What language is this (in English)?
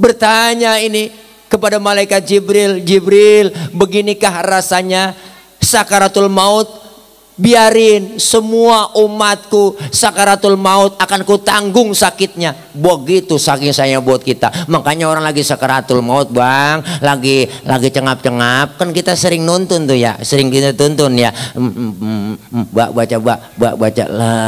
Betawi